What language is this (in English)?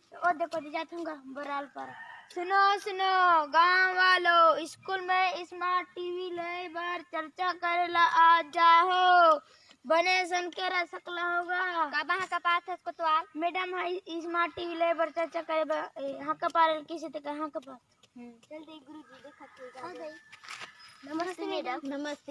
Chhattisgarhi